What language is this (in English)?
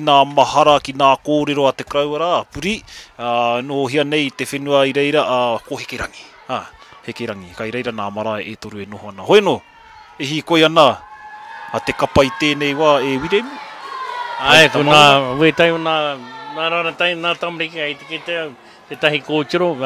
Māori